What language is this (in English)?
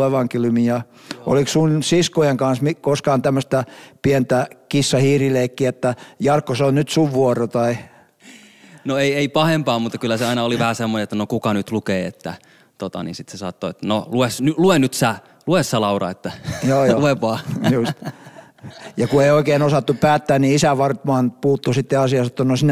Finnish